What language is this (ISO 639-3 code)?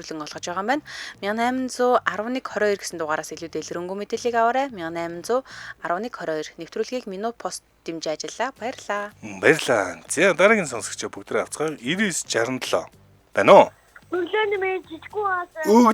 mon